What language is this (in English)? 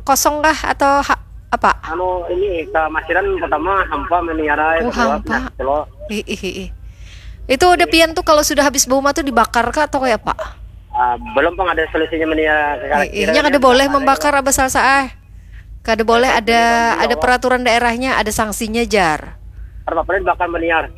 Banjar